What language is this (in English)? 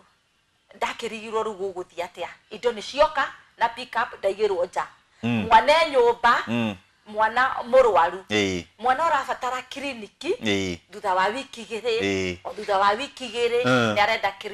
Kikuyu